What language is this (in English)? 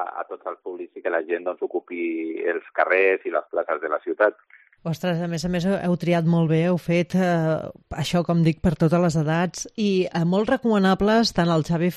Catalan